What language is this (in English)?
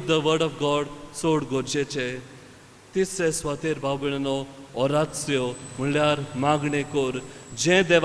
Konkani